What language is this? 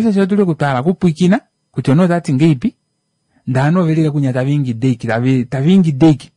Kuanyama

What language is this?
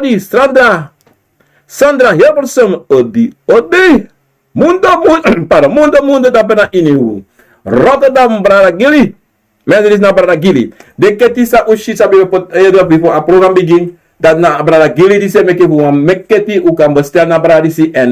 Sranan Tongo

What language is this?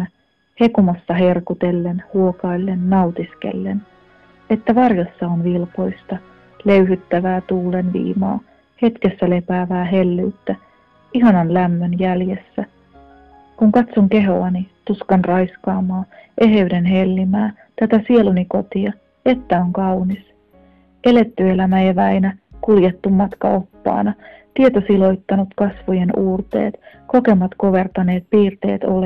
Finnish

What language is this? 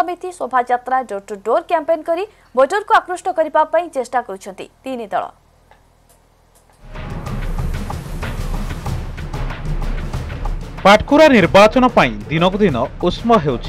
Odia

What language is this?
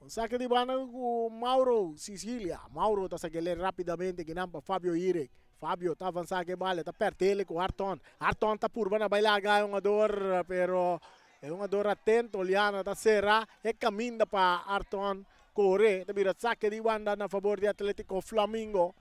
Papiamento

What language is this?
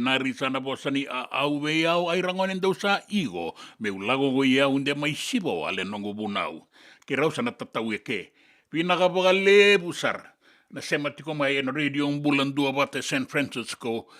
Fijian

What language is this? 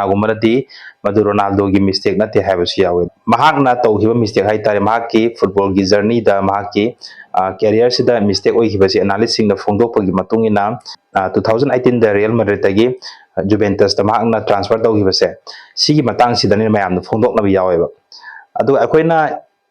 Manipuri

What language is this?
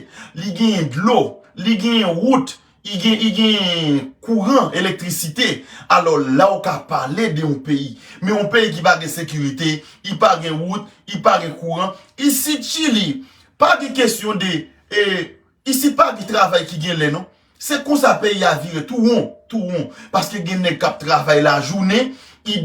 Haitian Creole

